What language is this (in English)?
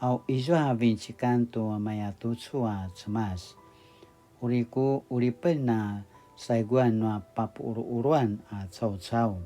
Paiwan